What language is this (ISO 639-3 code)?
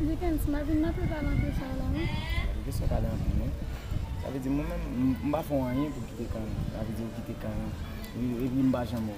hat